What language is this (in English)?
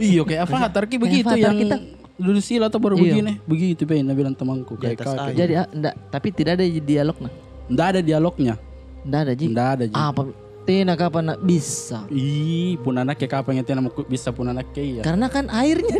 Makassar Malay